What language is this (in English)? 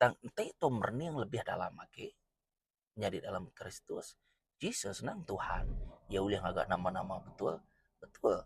Iban